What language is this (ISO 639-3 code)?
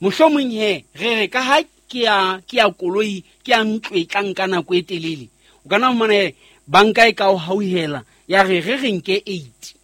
sot